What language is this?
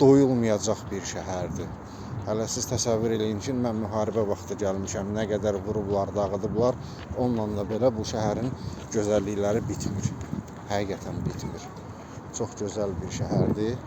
Azerbaijani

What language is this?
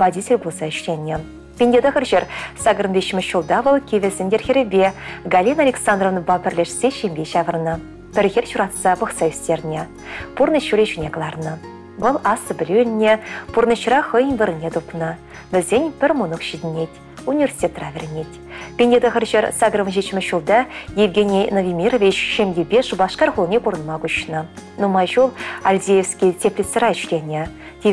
Chuvash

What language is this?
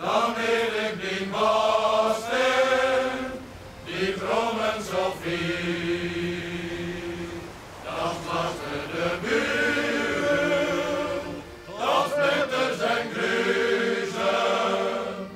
Western Frisian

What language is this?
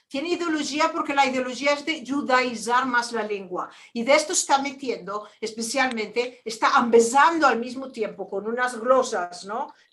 Ladino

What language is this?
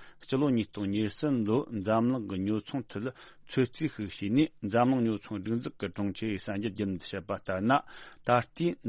Tibetan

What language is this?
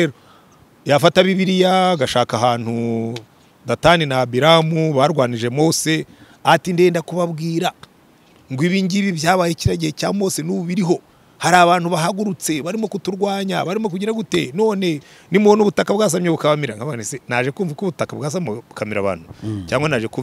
Kinyarwanda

